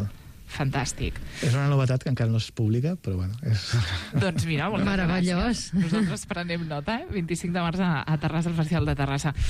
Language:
Catalan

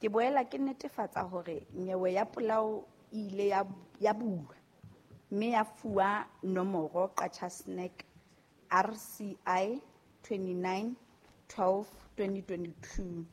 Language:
Southern Sotho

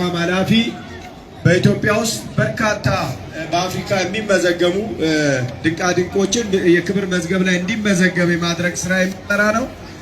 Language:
Amharic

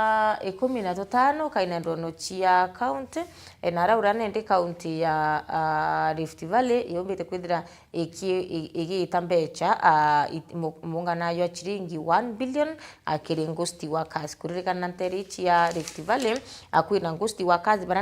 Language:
Meru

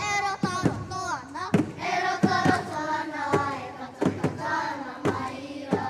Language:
Māori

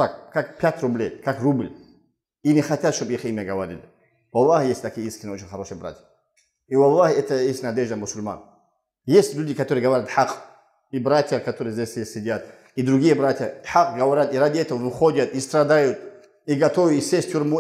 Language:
Russian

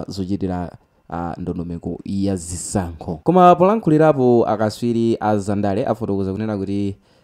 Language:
Nyanja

